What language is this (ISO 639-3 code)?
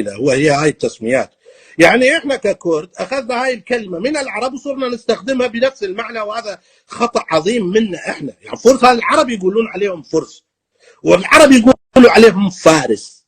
apc